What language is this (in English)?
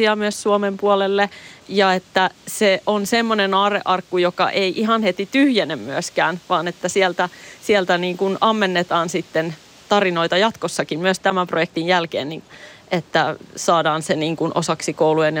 Finnish